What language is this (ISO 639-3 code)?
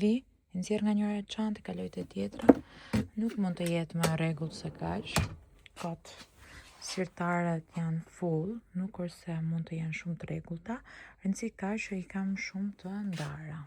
sqi